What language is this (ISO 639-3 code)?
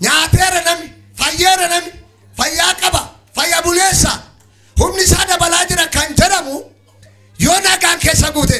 orm